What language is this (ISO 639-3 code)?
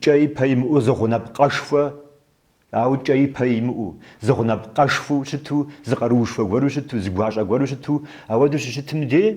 kbd